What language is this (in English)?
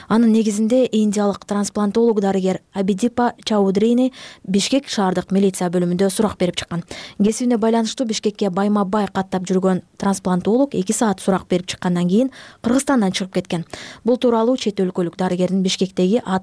Kyrgyz